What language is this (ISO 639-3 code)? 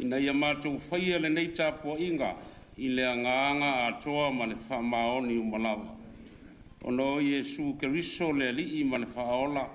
smo